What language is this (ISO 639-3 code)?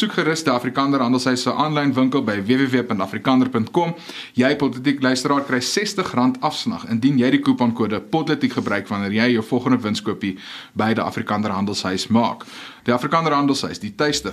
afr